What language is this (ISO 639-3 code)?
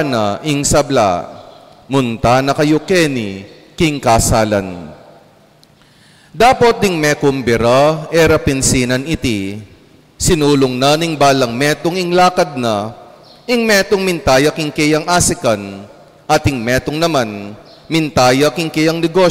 pam